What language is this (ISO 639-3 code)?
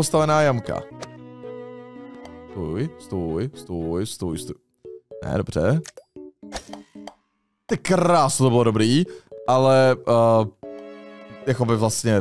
ces